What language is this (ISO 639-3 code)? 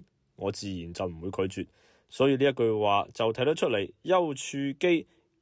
yue